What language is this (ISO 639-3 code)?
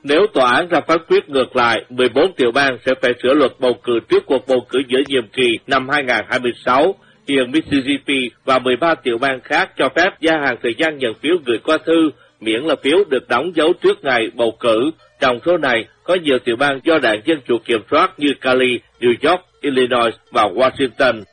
vie